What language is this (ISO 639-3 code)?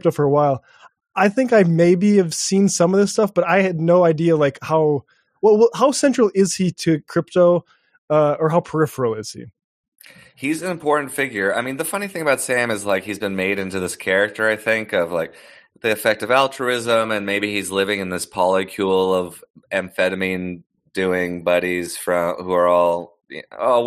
eng